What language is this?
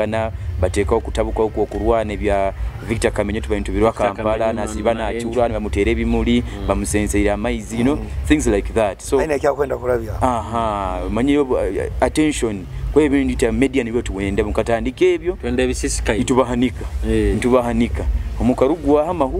Nyoro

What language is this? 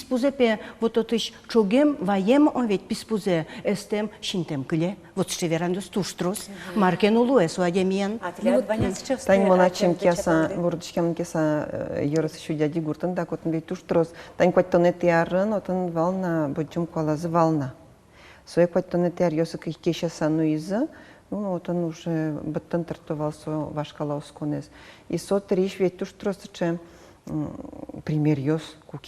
Udmurt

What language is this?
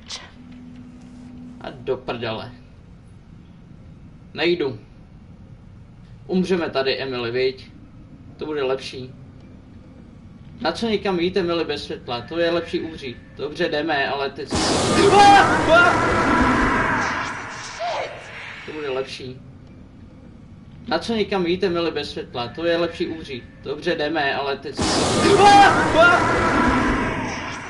Czech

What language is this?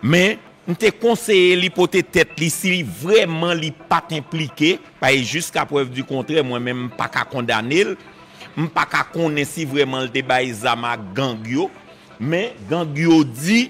Haitian Creole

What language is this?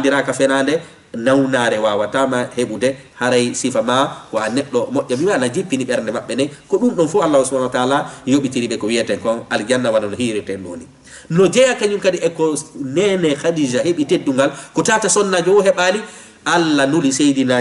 Fula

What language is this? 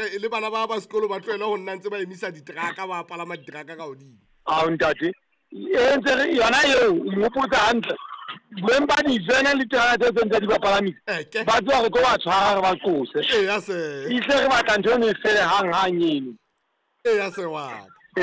Southern Sotho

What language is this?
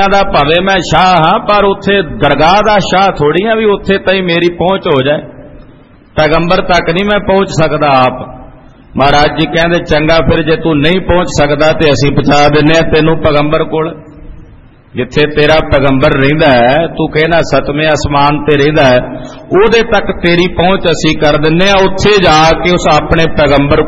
Punjabi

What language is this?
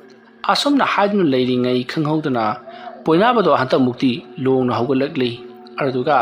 Manipuri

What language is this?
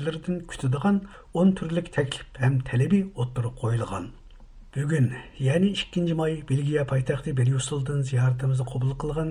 Uyghur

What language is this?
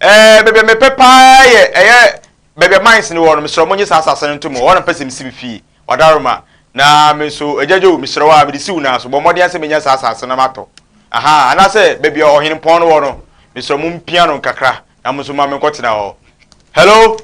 Akan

